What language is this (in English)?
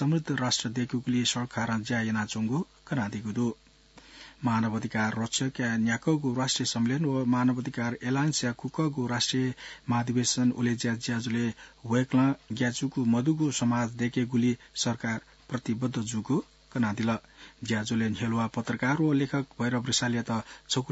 Newari